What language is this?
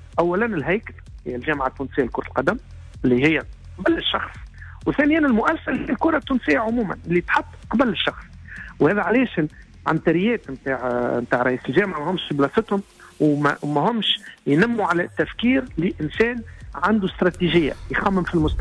Tunisian Arabic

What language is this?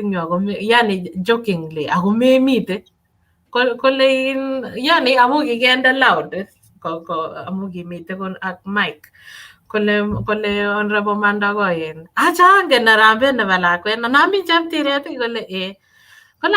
Kalenjin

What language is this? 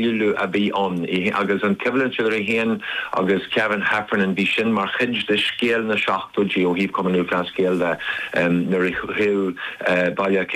Irish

